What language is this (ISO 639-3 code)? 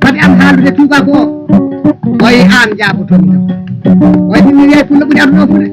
ful